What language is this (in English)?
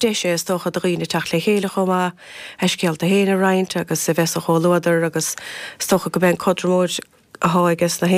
Irish